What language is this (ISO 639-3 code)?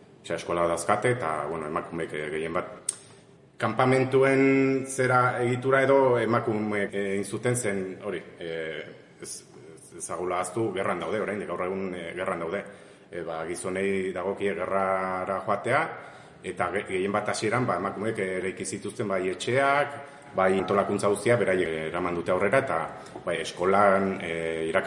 eus